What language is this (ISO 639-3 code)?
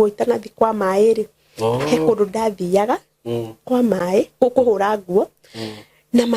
kik